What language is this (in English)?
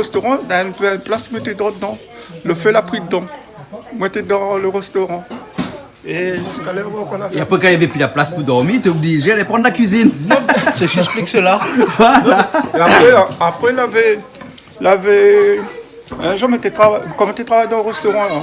Réunion Creole French